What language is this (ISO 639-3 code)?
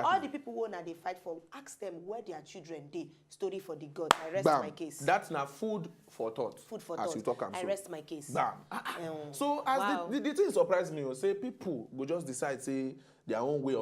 pcm